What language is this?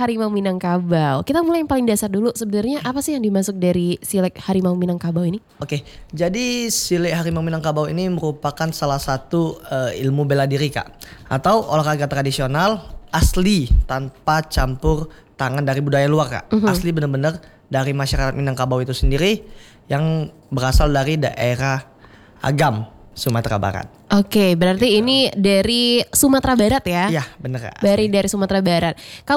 Indonesian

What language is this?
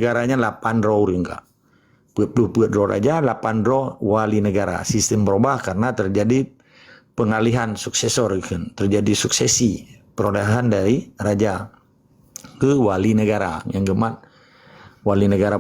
Achinese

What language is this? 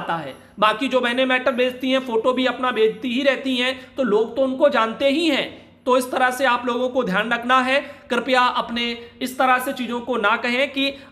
Hindi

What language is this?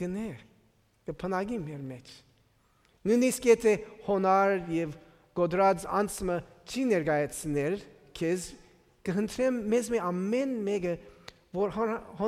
Armenian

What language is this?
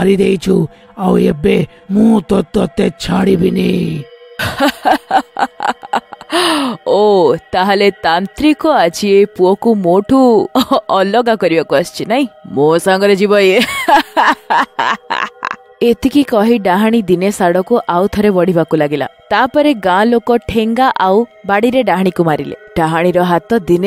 Odia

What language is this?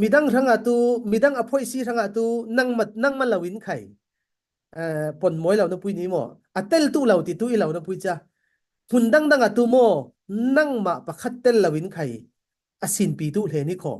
Falam Chin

